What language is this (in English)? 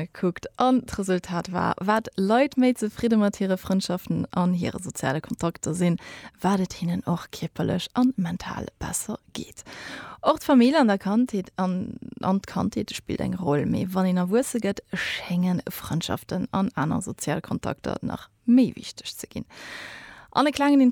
Luxembourgish